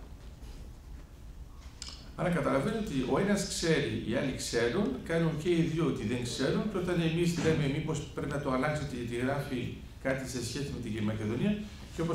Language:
Greek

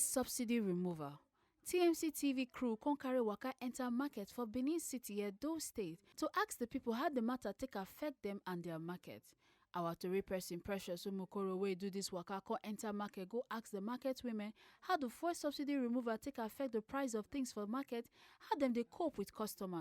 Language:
Nigerian Pidgin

